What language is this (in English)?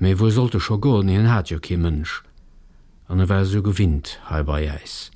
Luxembourgish